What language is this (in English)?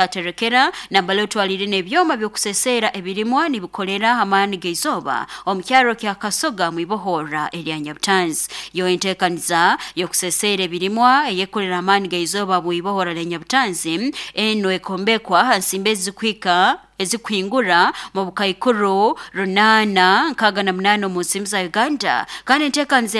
Nyoro